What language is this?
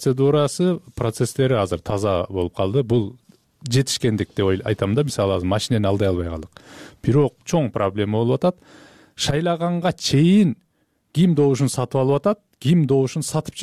Kyrgyz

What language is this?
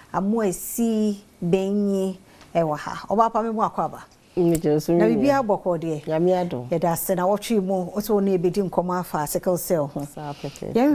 Akan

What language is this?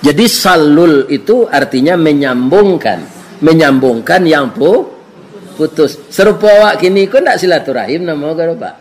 Minangkabau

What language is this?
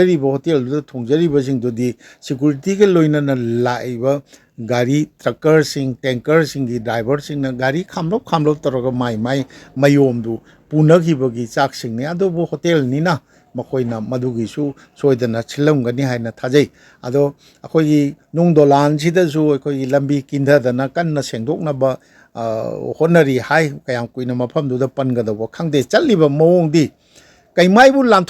Manipuri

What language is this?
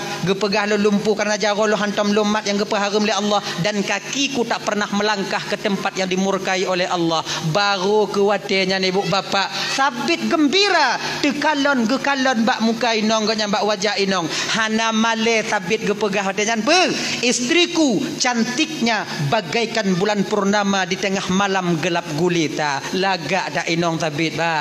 Achinese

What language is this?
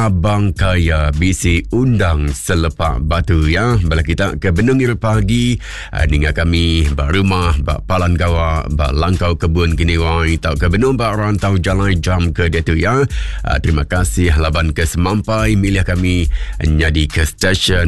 Iban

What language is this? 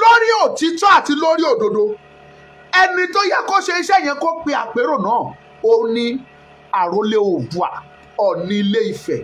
Yoruba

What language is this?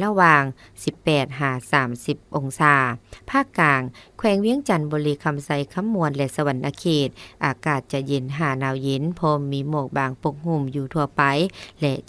Lao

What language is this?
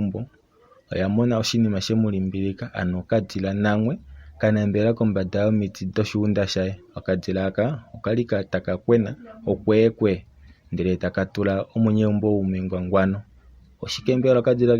Kuanyama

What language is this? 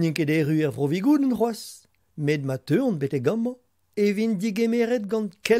Breton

